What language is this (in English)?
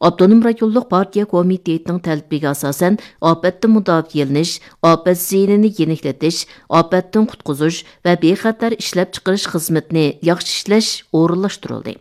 Uyghur